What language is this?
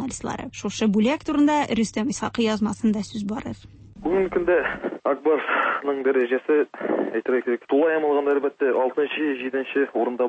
Tatar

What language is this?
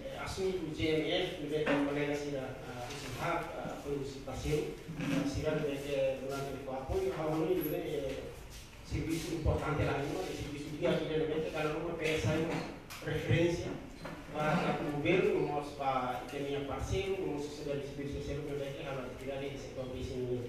Tetum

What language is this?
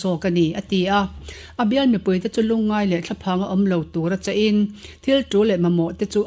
Mizo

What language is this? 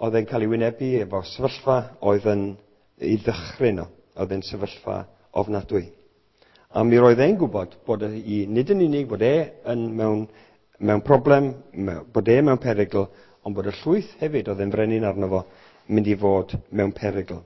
Welsh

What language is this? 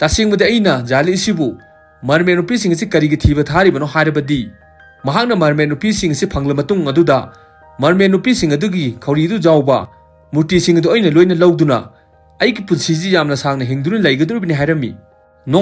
Manipuri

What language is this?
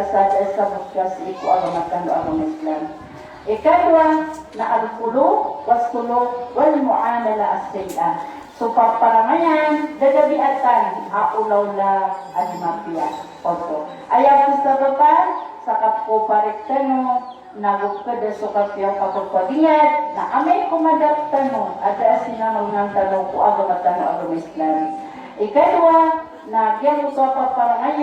Maranao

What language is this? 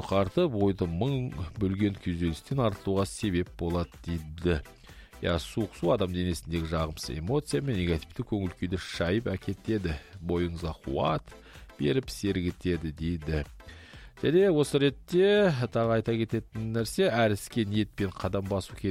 Kazakh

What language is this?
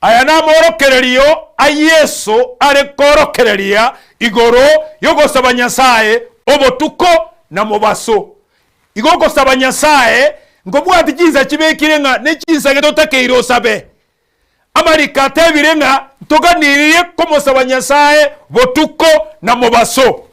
Gusii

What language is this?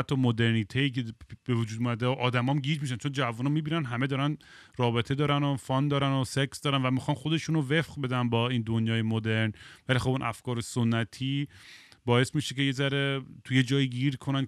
Persian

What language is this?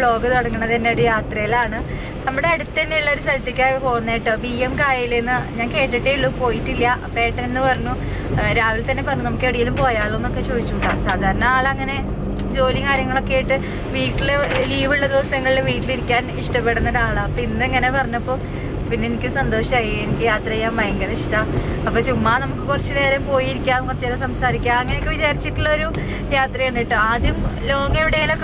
Malayalam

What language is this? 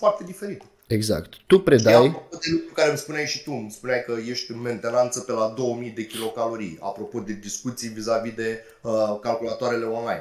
Romanian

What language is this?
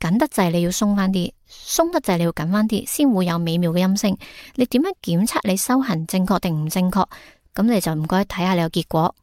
Cantonese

